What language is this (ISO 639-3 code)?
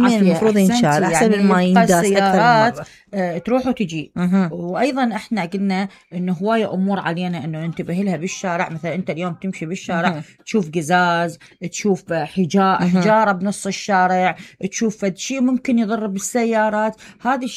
acm